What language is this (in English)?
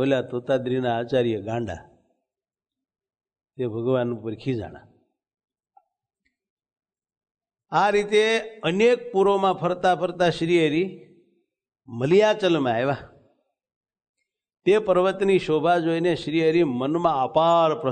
Gujarati